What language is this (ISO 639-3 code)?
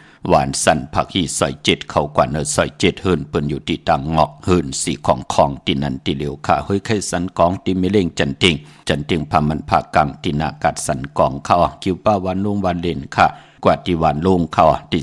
shn